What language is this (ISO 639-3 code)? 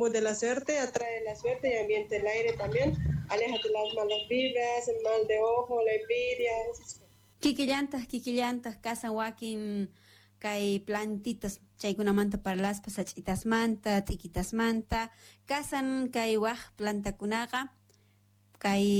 que